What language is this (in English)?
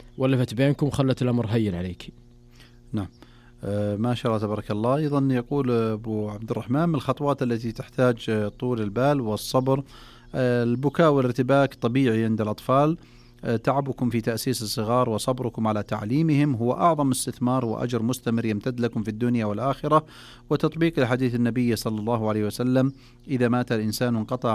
Arabic